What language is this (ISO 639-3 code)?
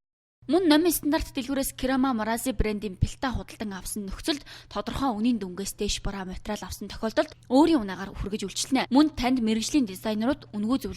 mon